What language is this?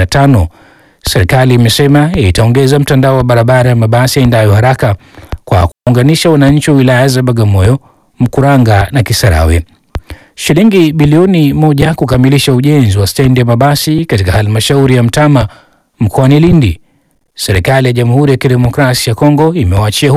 Swahili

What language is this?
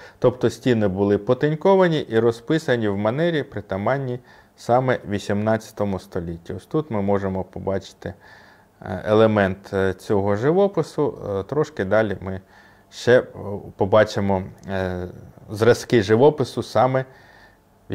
Ukrainian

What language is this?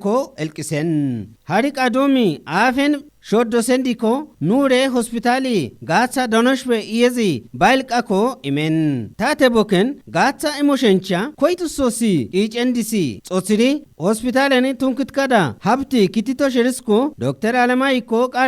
Kafa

